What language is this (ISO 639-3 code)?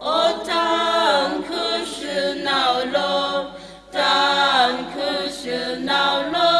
nmf